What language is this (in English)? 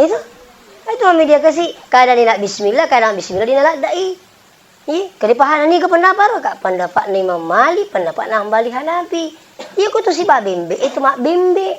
Buginese